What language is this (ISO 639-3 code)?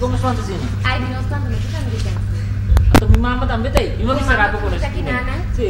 pap